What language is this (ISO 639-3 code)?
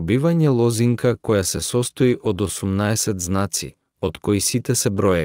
mkd